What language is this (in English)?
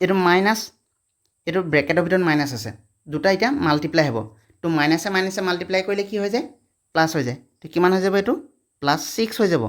Assamese